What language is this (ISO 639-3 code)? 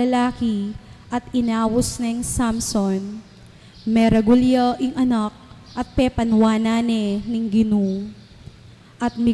pam